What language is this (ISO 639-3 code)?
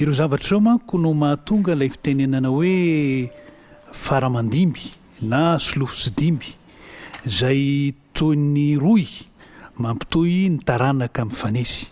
mlg